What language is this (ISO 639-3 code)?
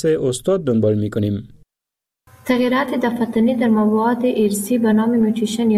fas